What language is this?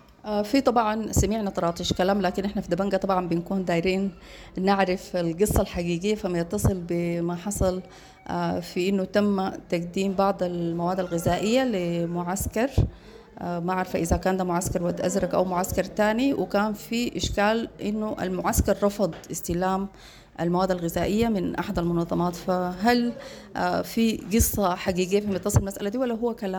Sudanese Arabic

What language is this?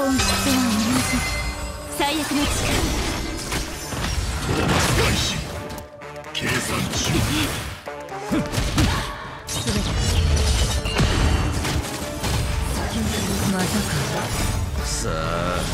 Japanese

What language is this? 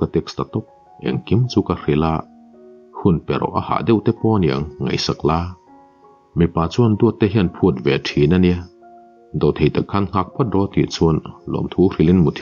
Mizo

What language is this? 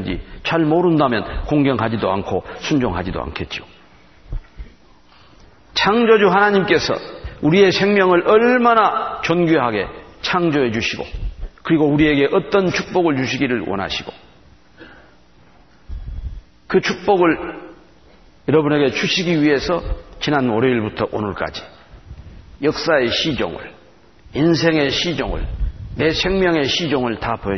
Korean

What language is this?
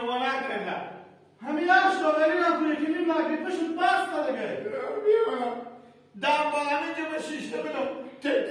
Hazaragi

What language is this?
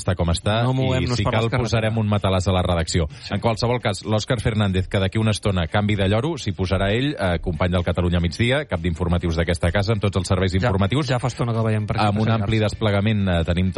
Catalan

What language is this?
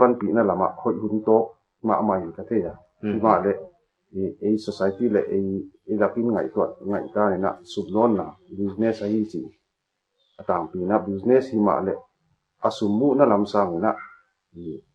Paite Chin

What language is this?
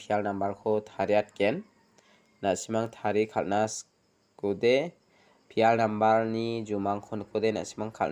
Garo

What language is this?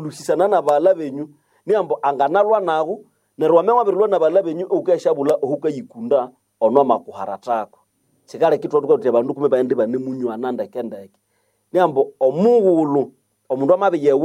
Nande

